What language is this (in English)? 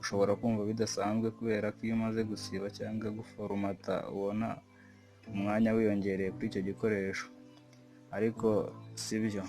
Kinyarwanda